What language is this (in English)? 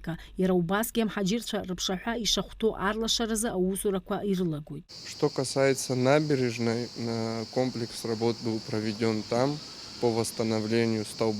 Abkhazian